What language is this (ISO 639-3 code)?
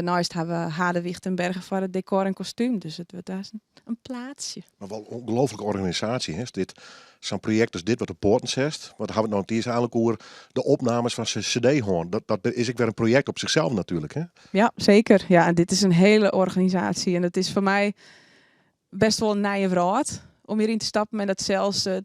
fry